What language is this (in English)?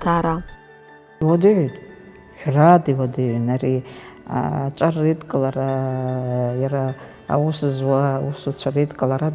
Abkhazian